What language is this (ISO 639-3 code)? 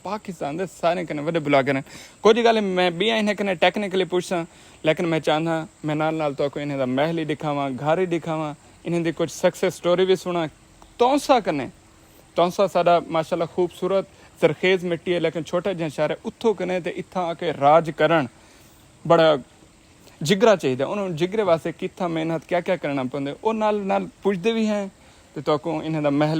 skr